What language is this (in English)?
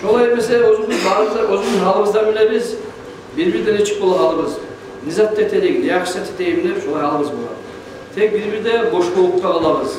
Kumyk